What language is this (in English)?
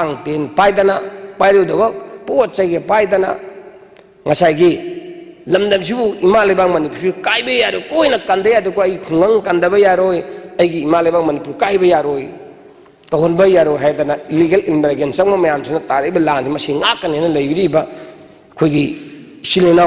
Manipuri